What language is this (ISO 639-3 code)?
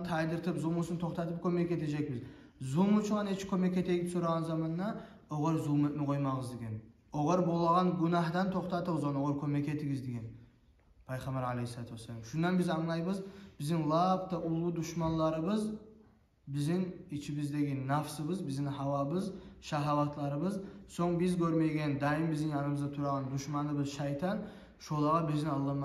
kum